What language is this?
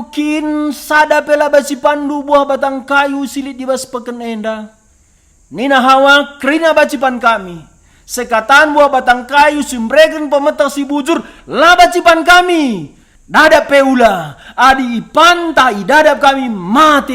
Batak Karo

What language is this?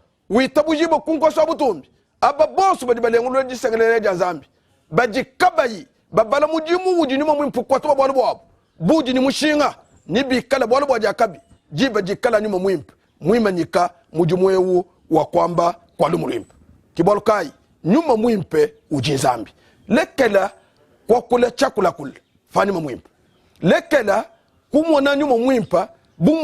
Luba-Lulua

